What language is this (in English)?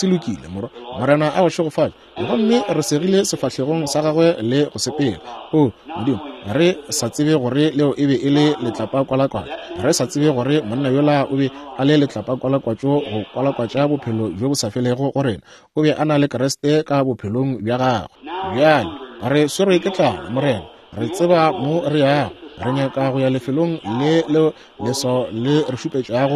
Northern Sotho